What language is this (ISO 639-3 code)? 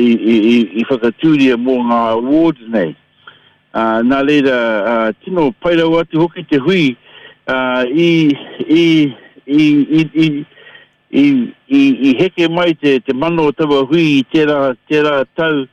mri